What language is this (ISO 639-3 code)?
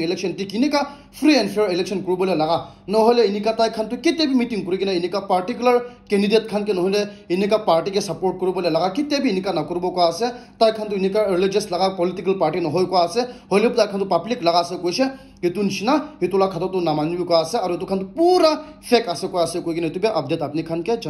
nag